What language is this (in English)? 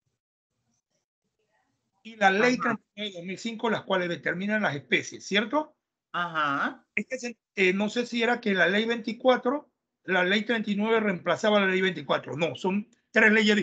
Spanish